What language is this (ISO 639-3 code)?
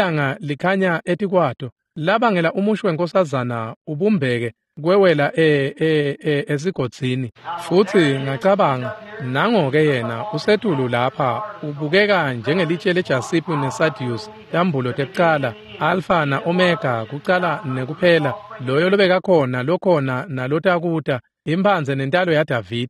ssw